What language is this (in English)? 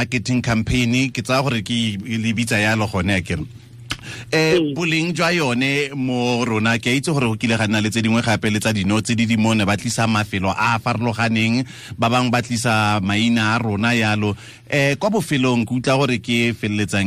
Tswana